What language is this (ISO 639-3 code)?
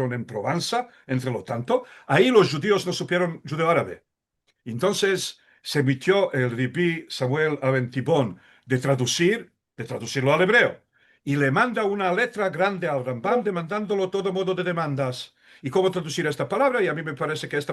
lad